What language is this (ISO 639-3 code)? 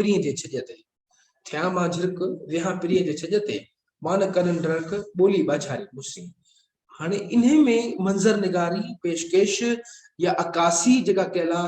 snd